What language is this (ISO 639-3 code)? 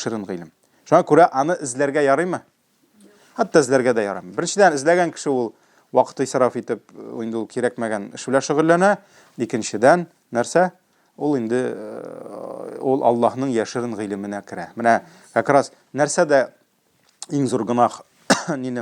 tat